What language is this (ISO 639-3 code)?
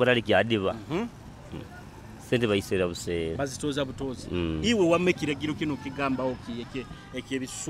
nyo